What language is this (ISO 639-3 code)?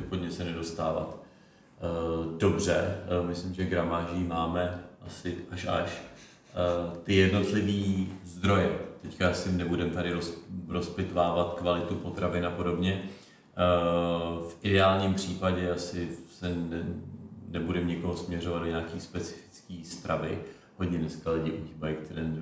ces